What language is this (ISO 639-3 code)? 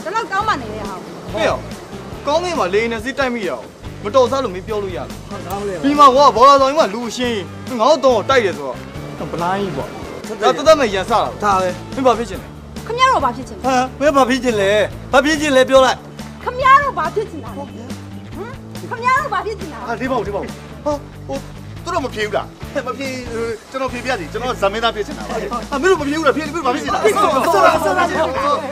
mya